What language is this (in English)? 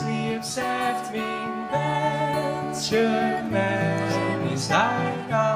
Western Frisian